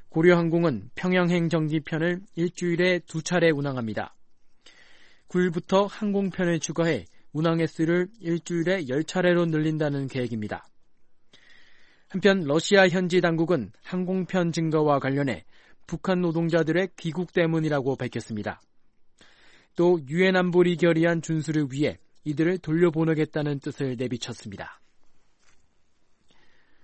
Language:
Korean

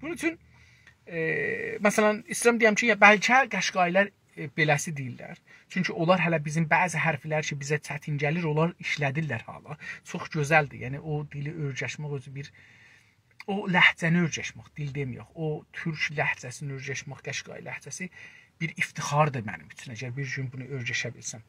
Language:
South Azerbaijani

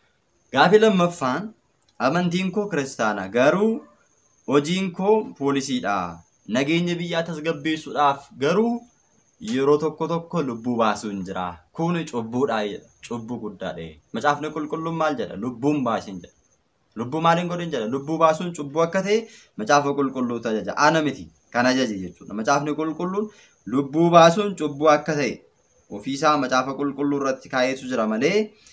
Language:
Oromo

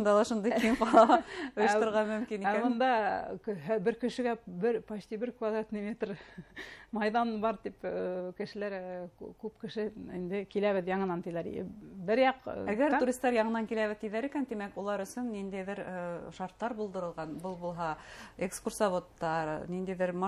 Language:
Bashkir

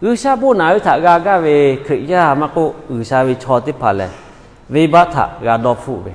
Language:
Lahu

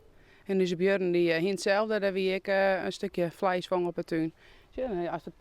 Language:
Western Frisian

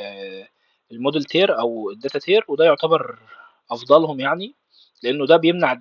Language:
Egyptian Arabic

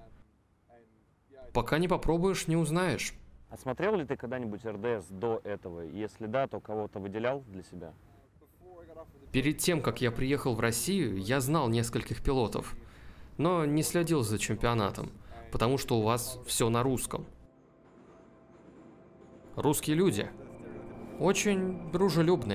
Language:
Russian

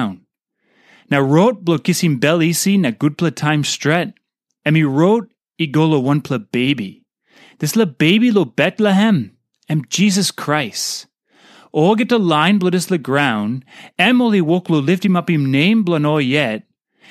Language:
Tok Pisin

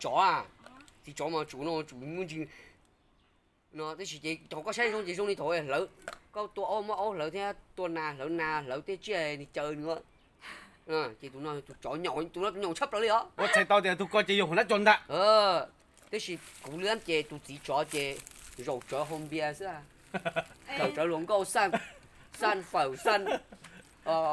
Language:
Vietnamese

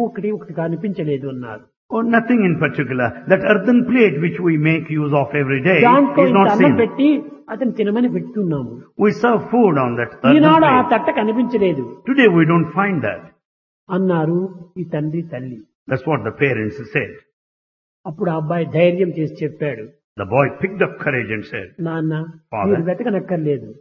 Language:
Telugu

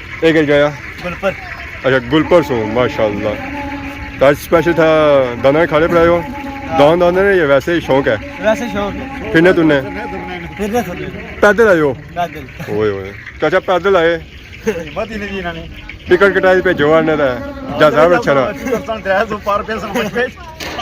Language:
Pahari-Potwari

